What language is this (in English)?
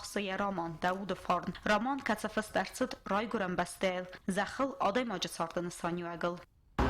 Ossetic